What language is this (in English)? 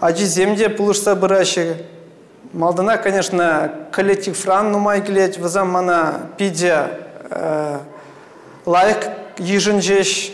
Chuvash